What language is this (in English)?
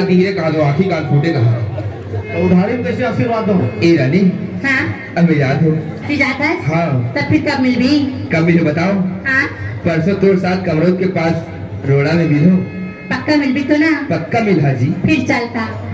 Chhattisgarhi